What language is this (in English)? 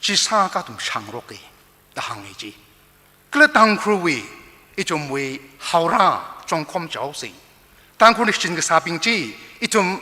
Tangkhul Naga (India)